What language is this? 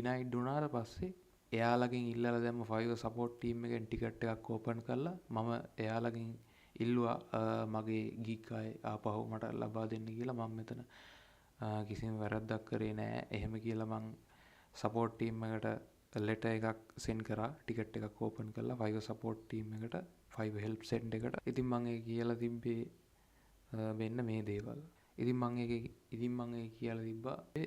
Sinhala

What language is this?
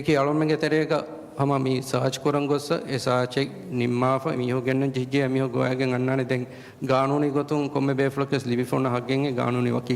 Divehi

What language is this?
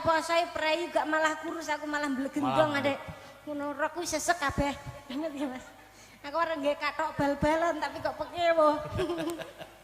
Javanese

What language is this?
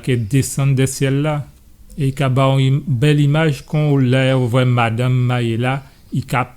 Guadeloupean Creole French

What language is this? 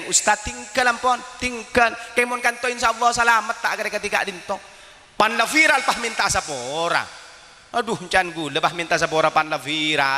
Madurese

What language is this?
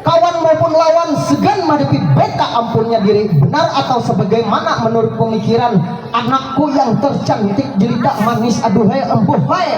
Banjar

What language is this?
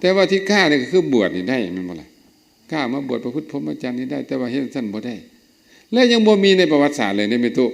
Lao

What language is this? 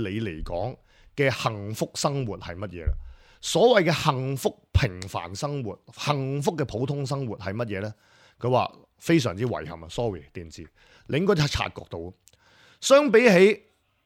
Cantonese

